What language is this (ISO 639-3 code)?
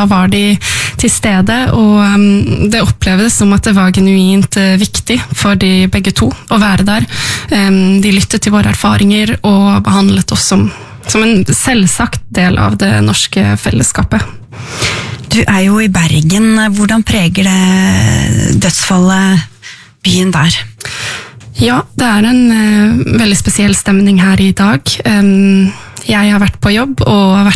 nor